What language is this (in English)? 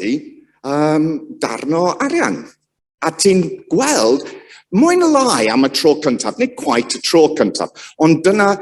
Welsh